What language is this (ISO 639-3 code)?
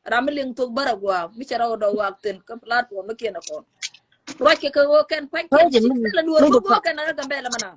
nus